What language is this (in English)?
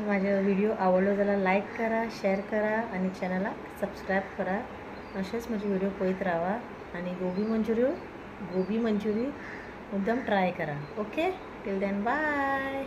Konkani